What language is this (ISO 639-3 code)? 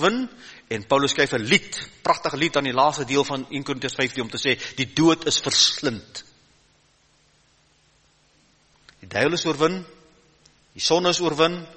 afr